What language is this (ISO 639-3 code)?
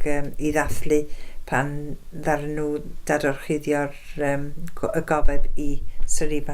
cym